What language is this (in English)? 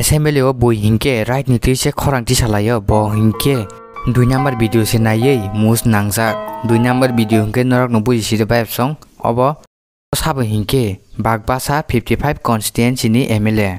Kok Borok